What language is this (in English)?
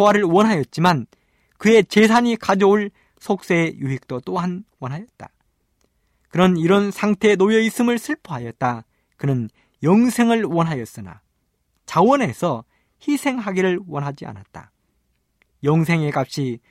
Korean